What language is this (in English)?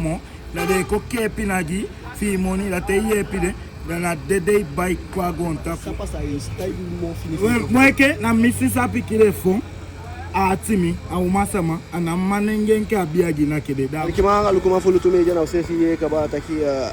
Eastern Maroon Creole